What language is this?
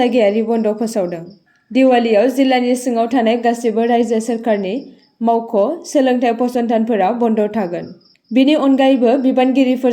Bodo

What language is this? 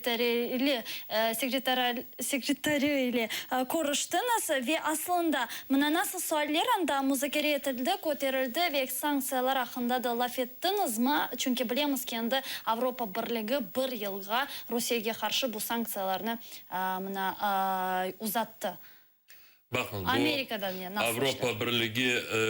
Crimean Tatar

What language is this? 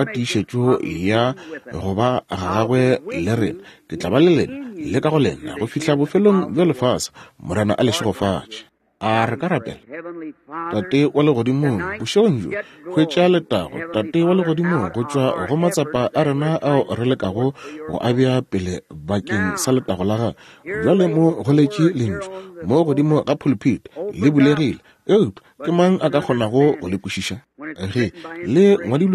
Northern Sotho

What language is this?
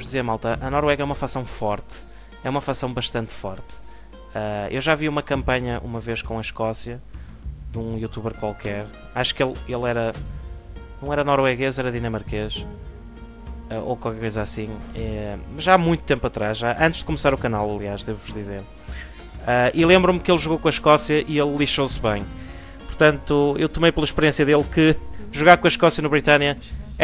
Portuguese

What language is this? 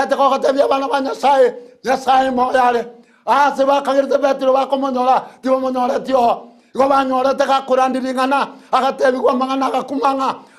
Gusii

